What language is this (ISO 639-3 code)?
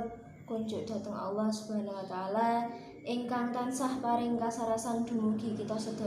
jav